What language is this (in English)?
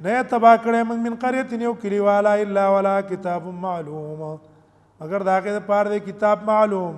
Pashto